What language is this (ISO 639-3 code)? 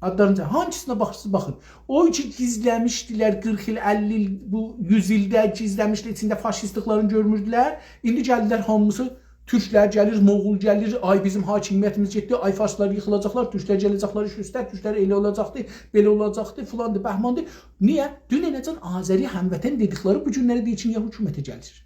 azb